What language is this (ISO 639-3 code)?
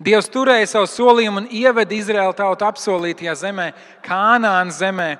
lav